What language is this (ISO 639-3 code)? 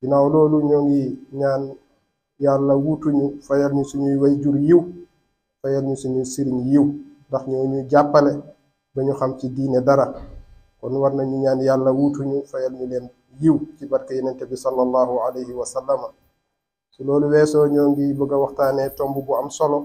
wol